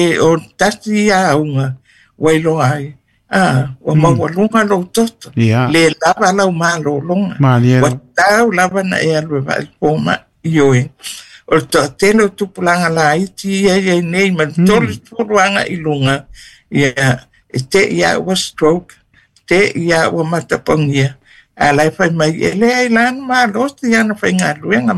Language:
Samoan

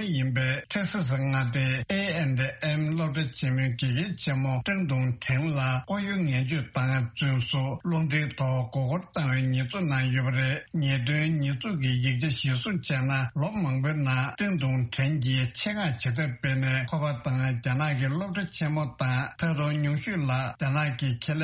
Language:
Tibetan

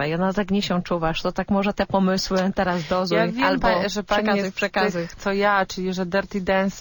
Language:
Polish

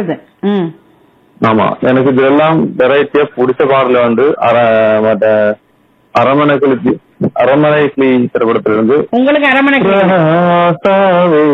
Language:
Tamil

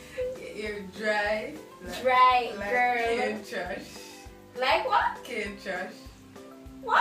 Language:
Jamaican Creole English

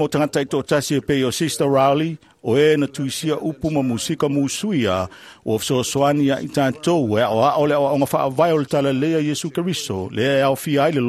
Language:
Samoan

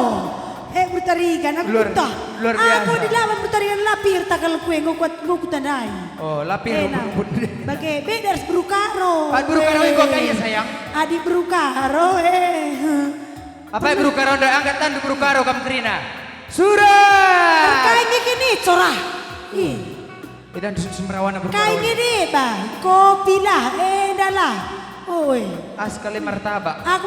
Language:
Batak Karo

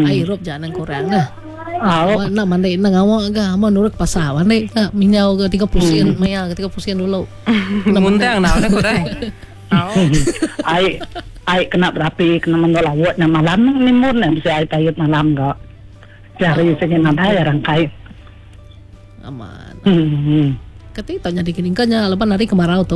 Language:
Iban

